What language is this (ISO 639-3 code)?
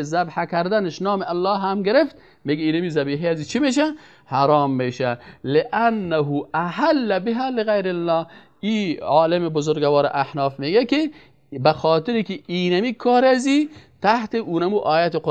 fas